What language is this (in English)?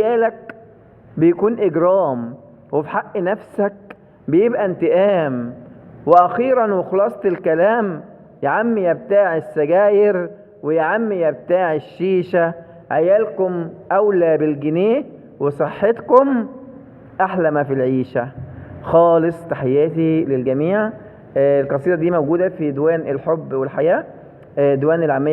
Egyptian Arabic